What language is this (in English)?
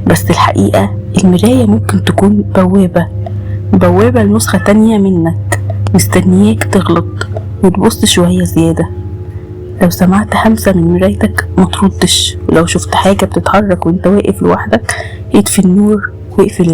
Egyptian Arabic